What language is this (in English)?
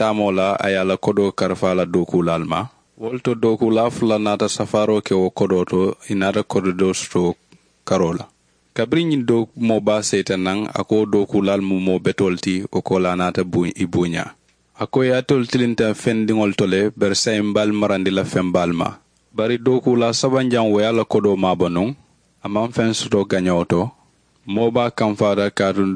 Mandingo